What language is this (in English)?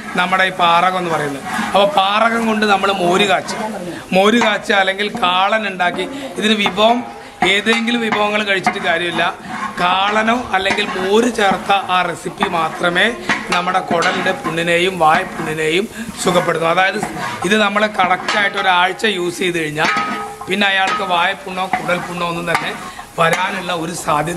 Malayalam